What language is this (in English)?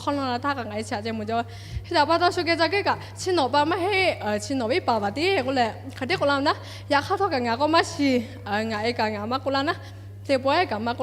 Lahu